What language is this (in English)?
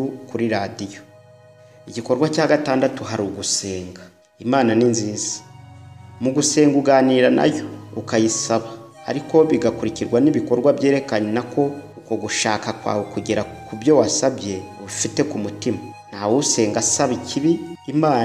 Kinyarwanda